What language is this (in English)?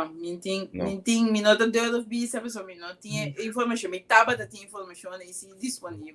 Papiamento